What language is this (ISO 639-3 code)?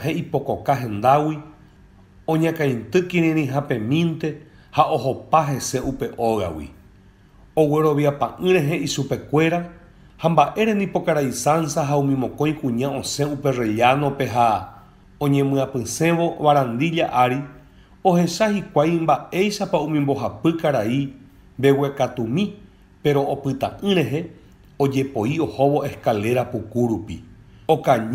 grn